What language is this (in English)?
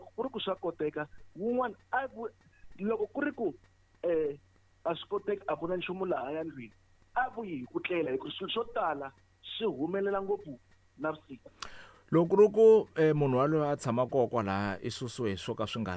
Tsonga